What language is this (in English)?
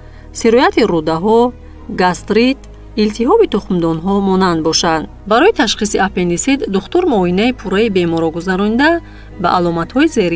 Tajik